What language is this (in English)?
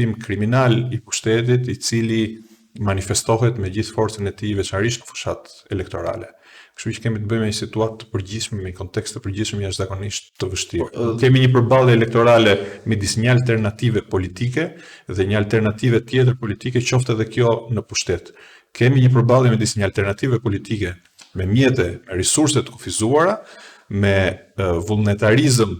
Albanian